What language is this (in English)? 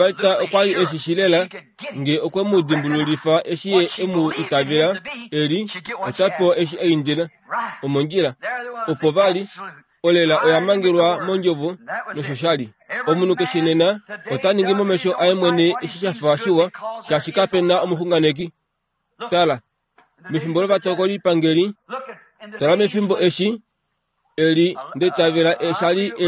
Kuanyama